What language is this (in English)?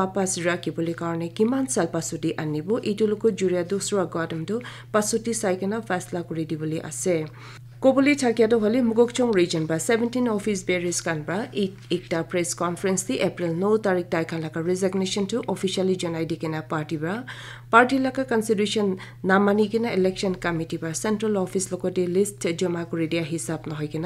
Naga Pidgin